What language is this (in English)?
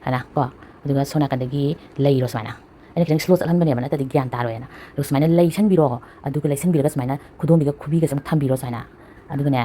Manipuri